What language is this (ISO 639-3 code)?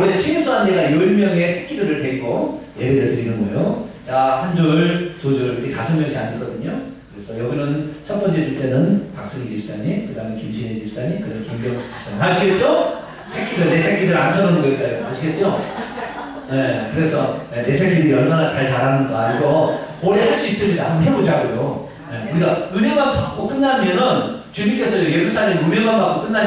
kor